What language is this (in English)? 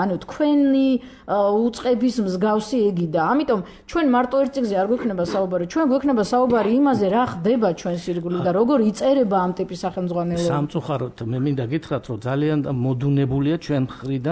Georgian